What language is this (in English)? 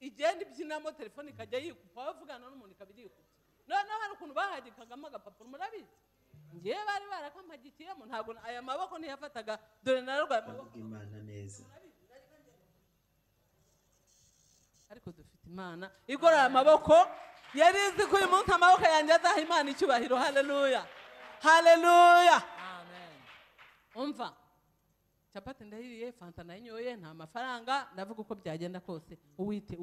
Kinyarwanda